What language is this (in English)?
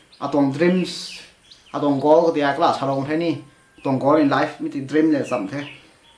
Rongmei Naga